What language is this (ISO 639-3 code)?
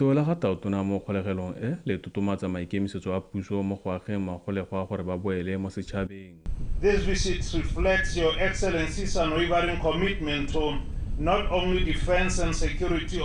tsn